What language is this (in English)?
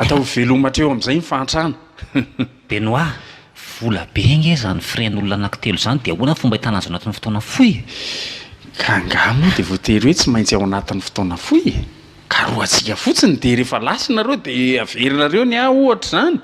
Malagasy